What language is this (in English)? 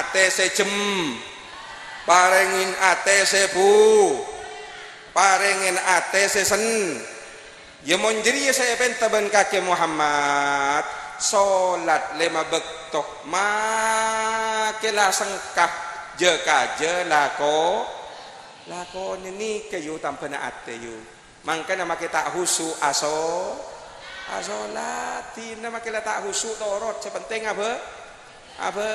Madurese